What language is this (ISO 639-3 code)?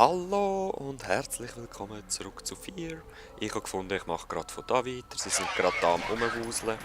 gsw